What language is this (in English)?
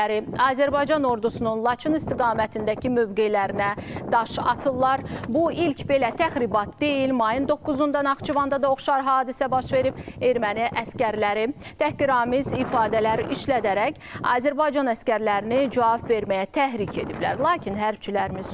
Azerbaijani